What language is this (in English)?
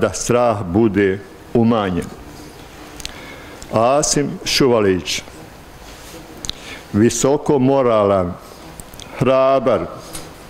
Bosnian